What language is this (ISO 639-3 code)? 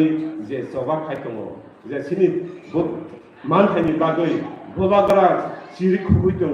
trp